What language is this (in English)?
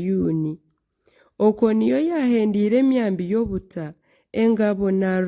Nyankole